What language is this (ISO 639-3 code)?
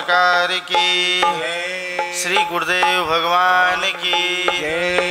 hin